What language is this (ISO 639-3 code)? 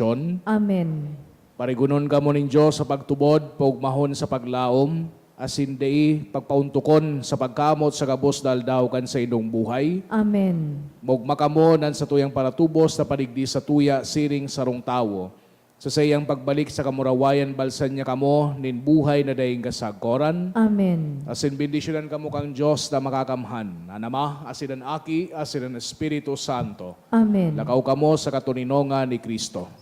bik